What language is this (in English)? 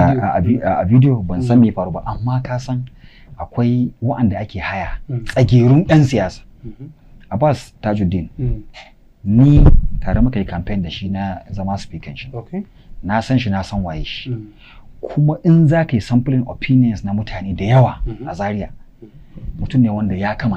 Hausa